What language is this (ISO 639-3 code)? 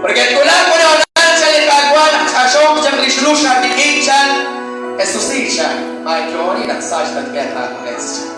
kek